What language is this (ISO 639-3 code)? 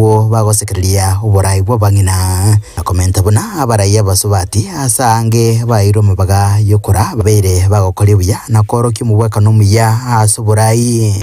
guz